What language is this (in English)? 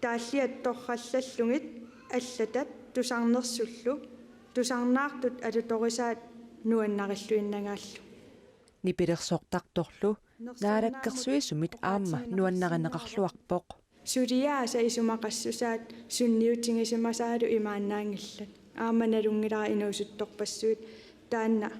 Kalaallisut